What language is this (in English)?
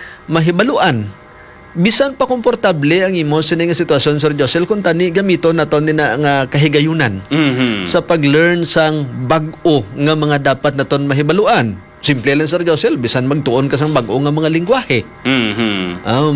Hiligaynon